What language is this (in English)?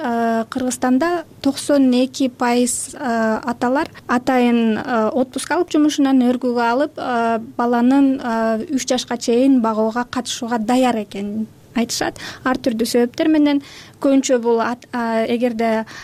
Kyrgyz